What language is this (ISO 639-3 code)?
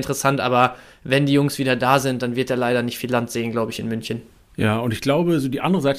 deu